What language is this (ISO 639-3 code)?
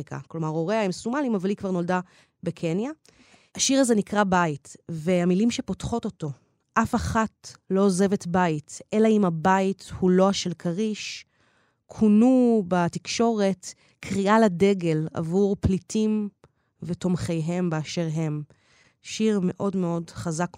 heb